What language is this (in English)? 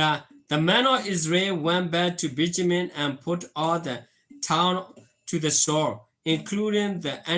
S'gaw Karen